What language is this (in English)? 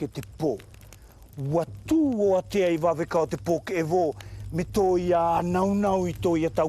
South Marquesan